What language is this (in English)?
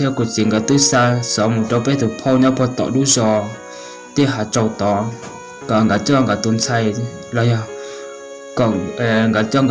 Hmong